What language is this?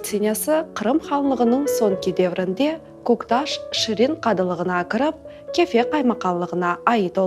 Crimean Tatar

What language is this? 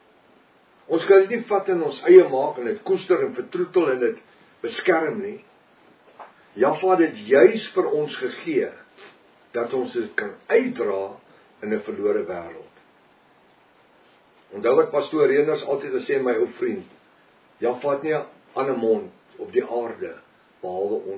Afrikaans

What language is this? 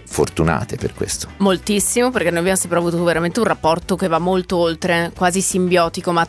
Italian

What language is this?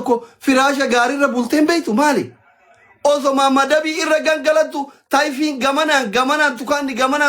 Oromo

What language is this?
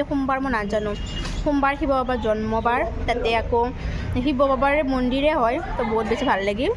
Assamese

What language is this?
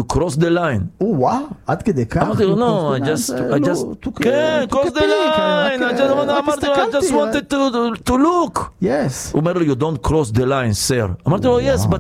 Hebrew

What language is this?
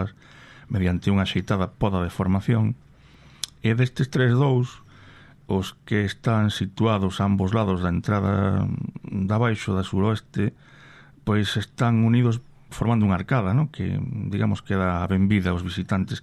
Galician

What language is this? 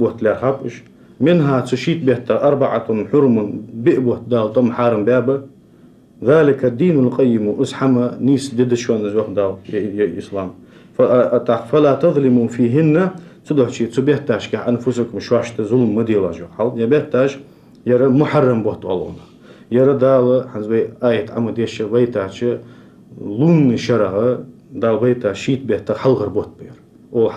Ingush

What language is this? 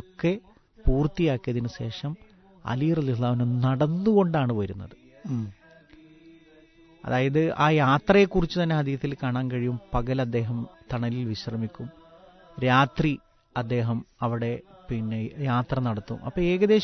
Malayalam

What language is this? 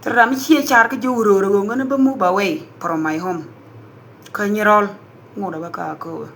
Nuer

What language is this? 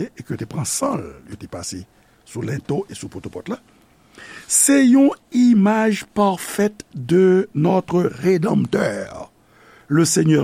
Haitian Creole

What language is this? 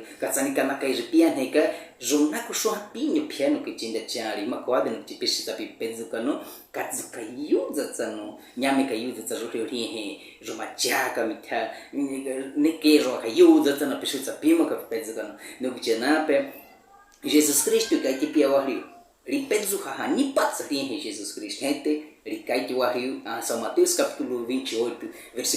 Baniwa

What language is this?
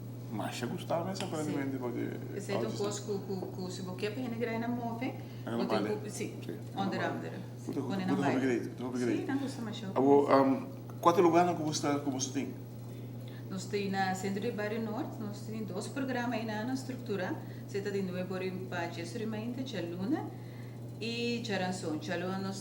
Papiamento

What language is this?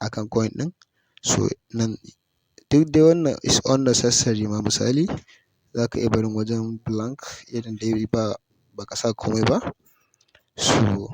Hausa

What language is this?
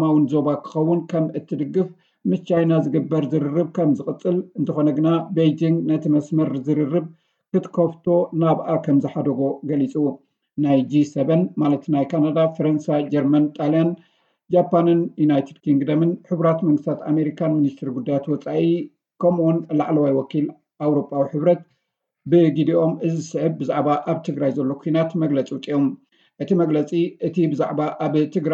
Tigrinya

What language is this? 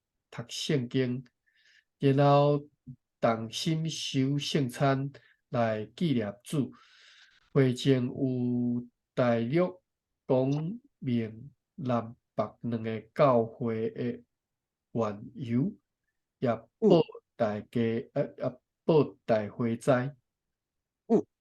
Min Nan Chinese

